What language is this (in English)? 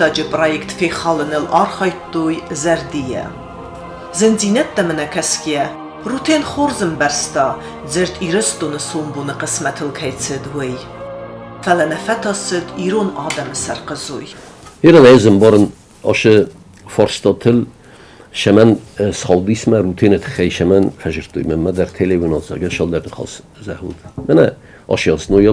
Ossetic